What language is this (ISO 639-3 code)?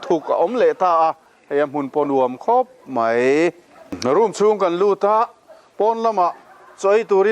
lus